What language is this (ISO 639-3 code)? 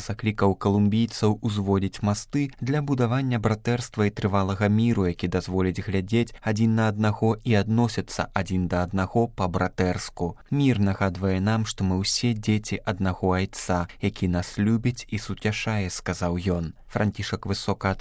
bel